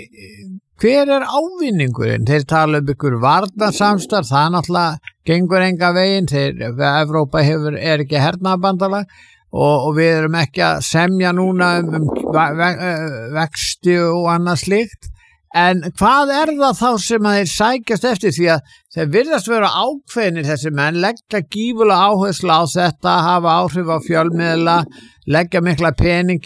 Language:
Icelandic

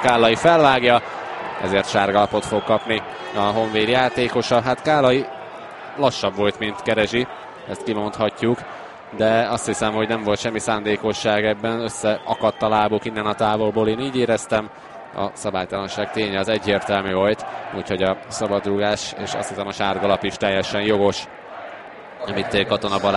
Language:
Hungarian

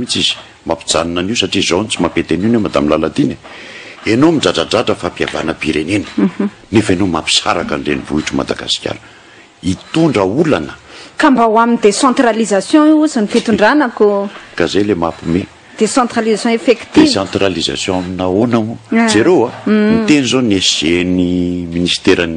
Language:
Malagasy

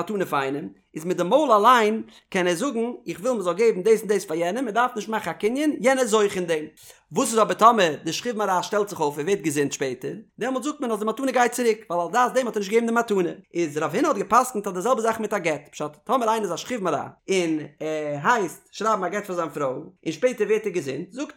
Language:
Yiddish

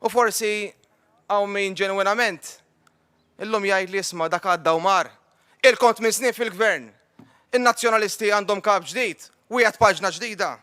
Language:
Maltese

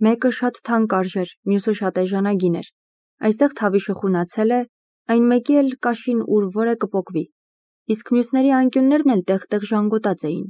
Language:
Armenian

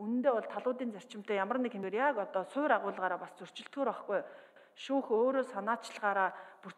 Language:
Mongolian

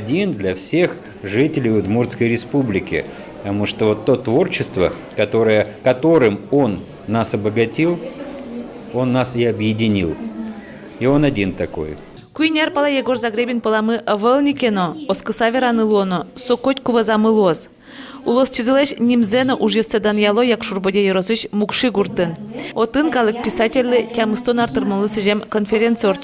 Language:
Udmurt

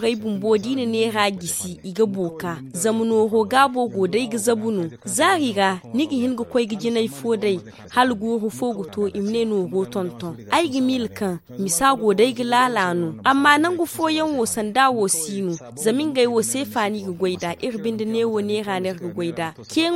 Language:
Zarma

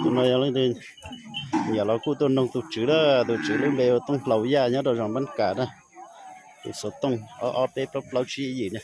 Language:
Hmong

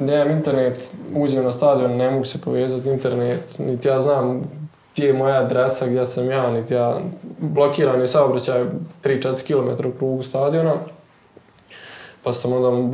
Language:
Bosnian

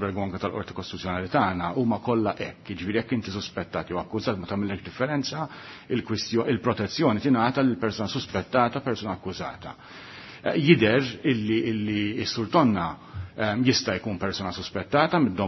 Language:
Maltese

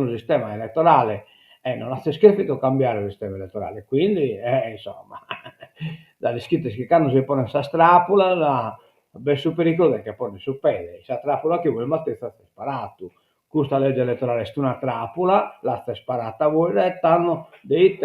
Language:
Sardinian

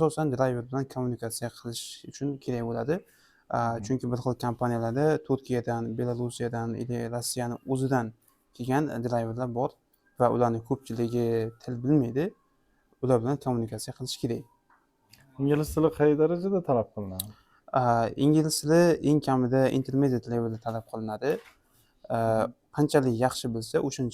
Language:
Uzbek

